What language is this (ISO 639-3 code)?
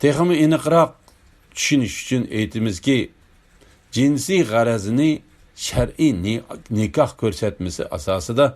uig